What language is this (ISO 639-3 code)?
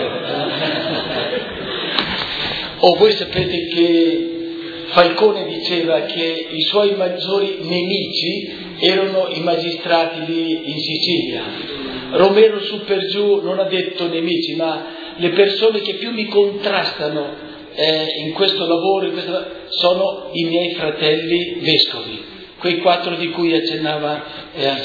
ita